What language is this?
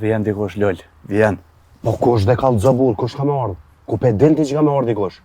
Albanian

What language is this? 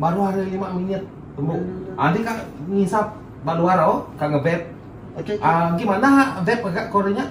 Iban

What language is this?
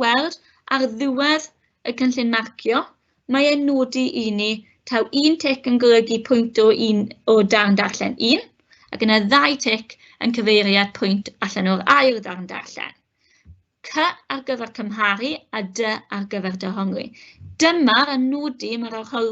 Welsh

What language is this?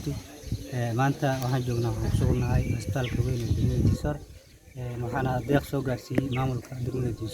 Somali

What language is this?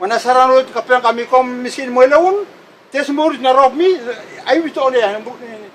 Bislama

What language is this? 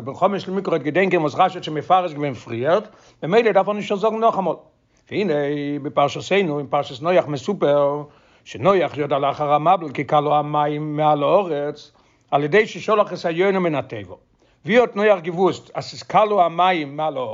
Yiddish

